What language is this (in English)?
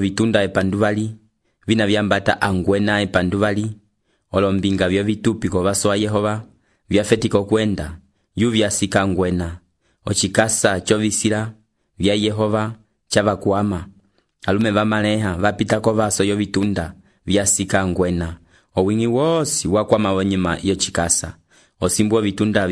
Umbundu